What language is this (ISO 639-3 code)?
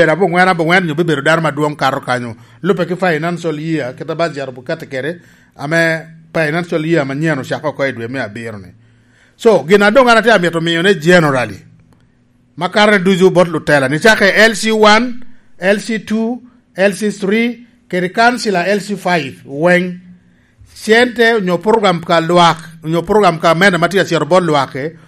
laj